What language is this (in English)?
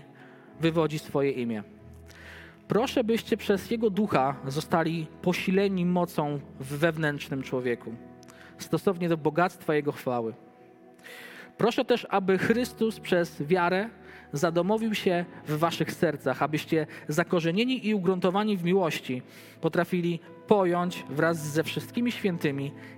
Polish